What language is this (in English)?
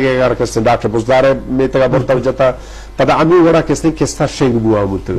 Eastern Balochi